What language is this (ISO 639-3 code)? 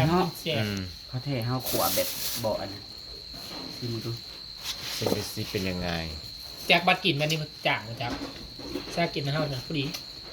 tts